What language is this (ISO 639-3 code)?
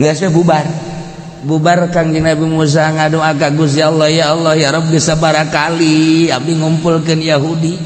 sun